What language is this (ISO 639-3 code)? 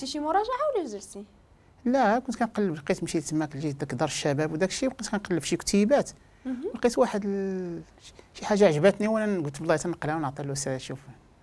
ary